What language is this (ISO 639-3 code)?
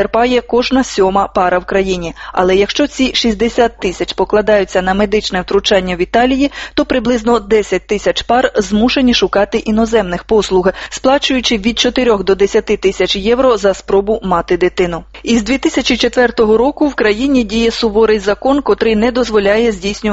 ukr